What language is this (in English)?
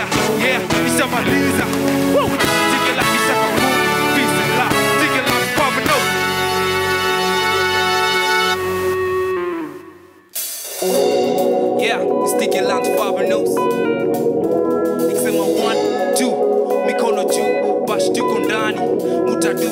Swahili